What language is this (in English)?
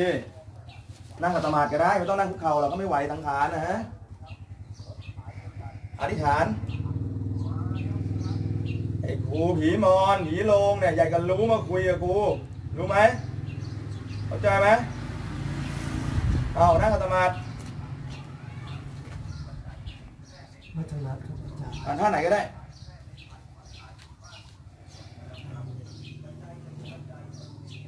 Thai